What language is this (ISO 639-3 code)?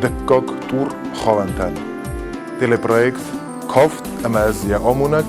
oss